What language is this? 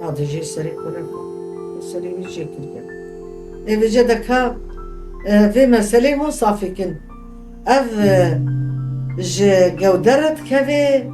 Kurdish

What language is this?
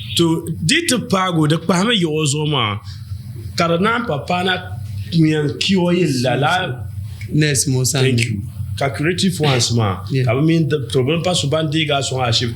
Dagbani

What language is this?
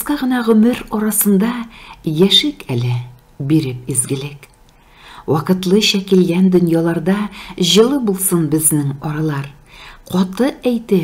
Tatar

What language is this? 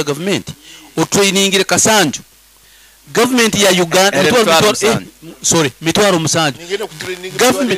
Nyoro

